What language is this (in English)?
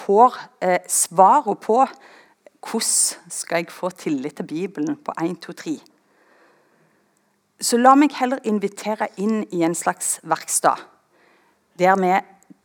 Norwegian